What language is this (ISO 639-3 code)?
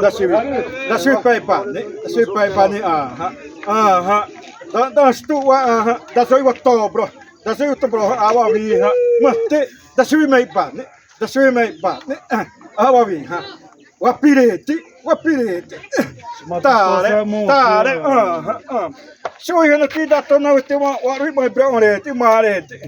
xav